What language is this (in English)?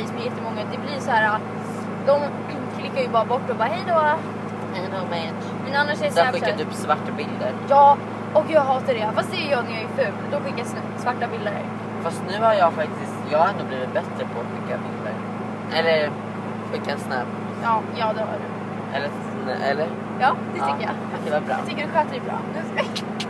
Swedish